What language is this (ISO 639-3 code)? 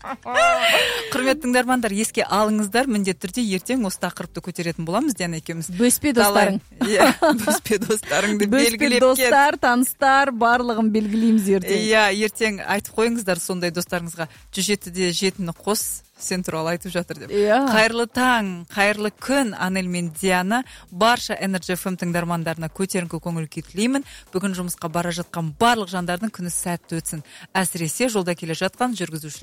kaz